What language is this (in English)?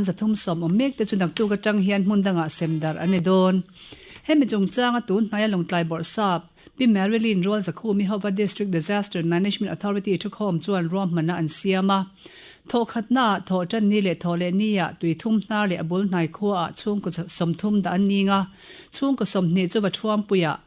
Mizo